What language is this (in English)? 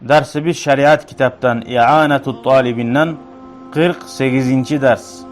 Kumyk